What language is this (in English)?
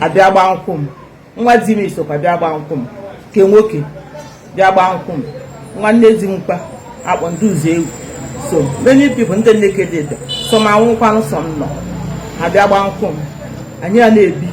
Igbo